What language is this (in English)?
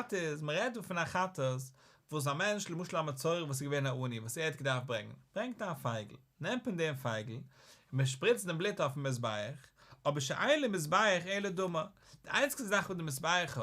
Yiddish